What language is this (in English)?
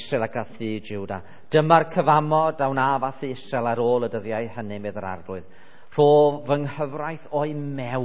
Welsh